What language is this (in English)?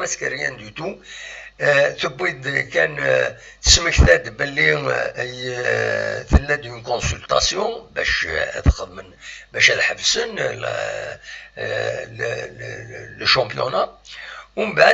Kabyle